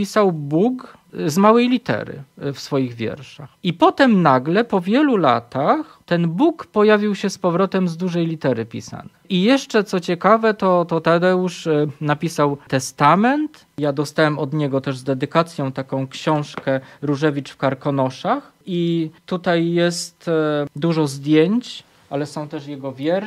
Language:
Polish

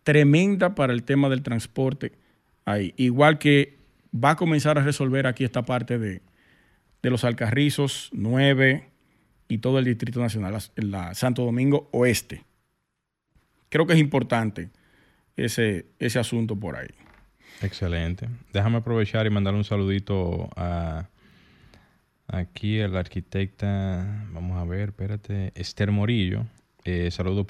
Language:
Spanish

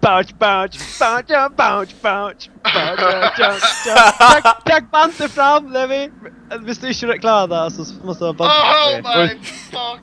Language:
Faroese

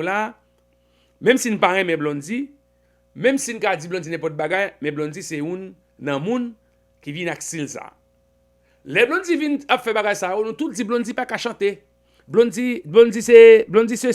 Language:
Haitian Creole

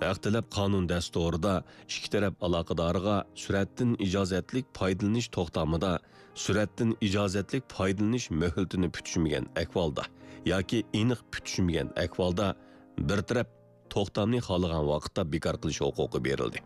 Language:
Uyghur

